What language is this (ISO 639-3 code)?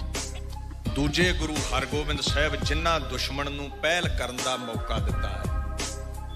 pan